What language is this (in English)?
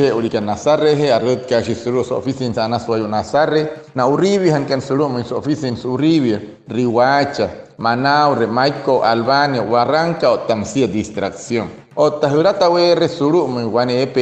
Wayuu